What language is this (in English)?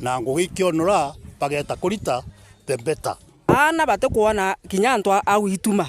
Meru